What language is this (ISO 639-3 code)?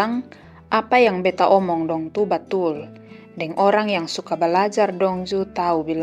mkn